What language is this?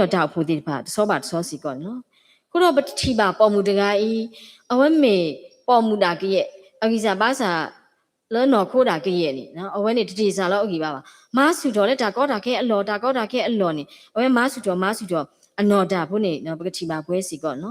S'gaw Karen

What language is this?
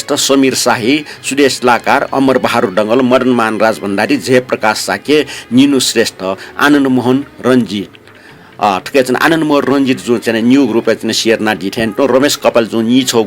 Newari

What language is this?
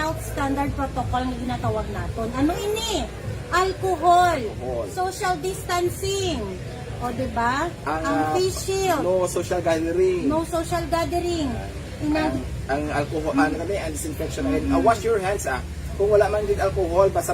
Hiligaynon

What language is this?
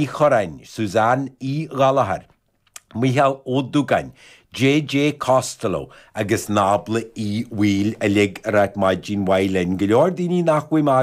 Irish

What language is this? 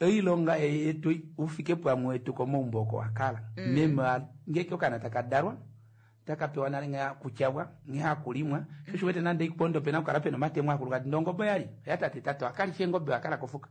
Kuanyama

